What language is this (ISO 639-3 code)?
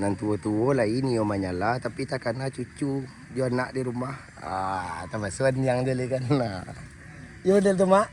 min